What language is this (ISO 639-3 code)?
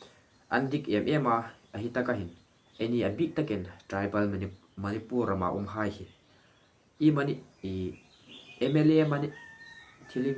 hmr